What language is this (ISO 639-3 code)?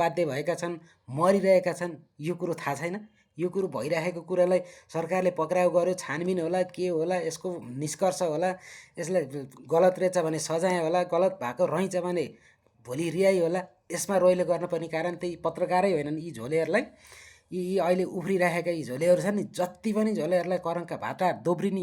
nep